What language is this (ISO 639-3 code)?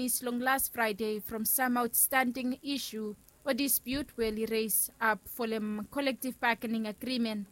bis